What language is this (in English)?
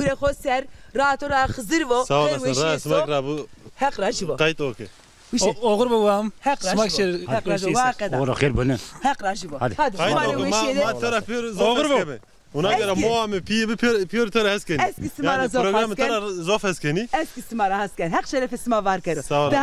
Zaza